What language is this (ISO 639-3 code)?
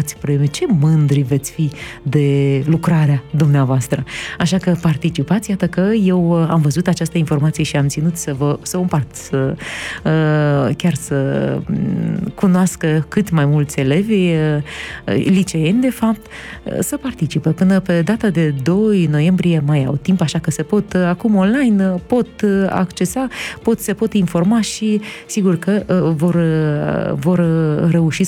ron